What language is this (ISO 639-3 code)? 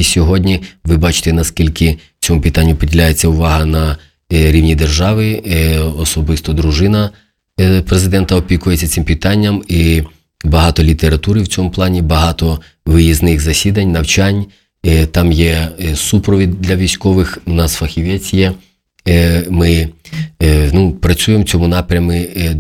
ukr